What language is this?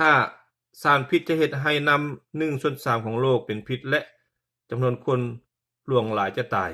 Lao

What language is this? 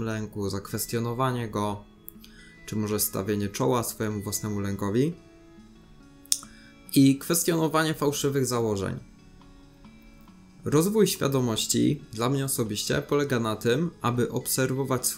Polish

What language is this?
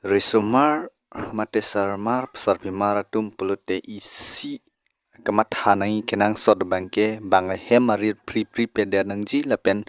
Karbi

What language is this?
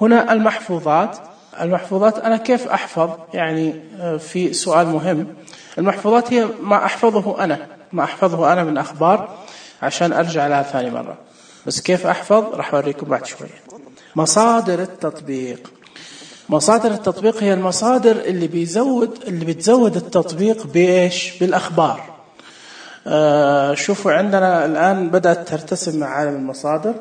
Najdi Arabic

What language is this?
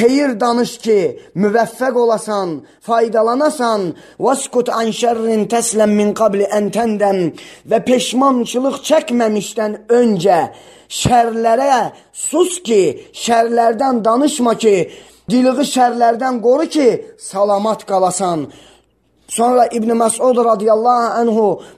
Azerbaijani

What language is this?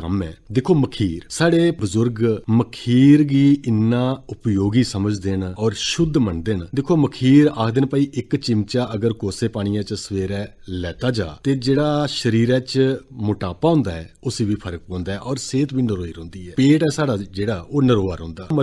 Dogri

